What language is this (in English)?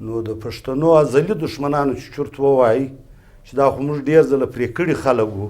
Pashto